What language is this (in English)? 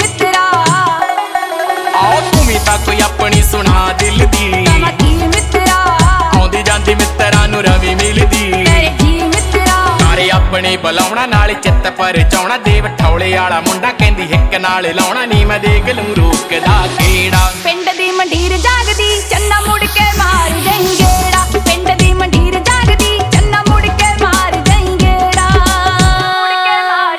Punjabi